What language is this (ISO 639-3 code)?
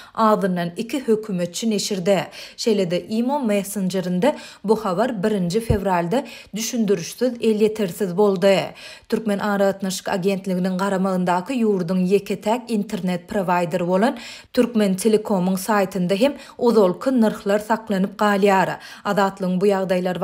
tuk